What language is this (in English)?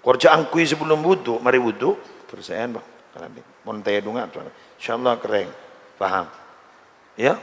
Madurese